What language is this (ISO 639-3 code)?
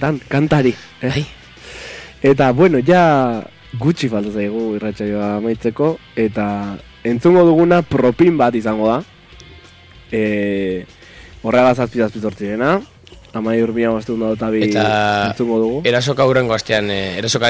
eus